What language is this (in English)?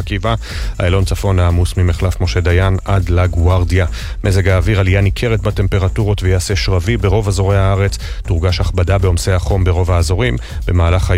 Hebrew